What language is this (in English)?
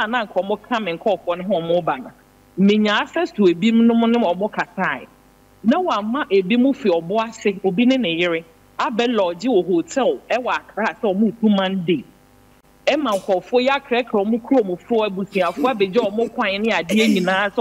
Akan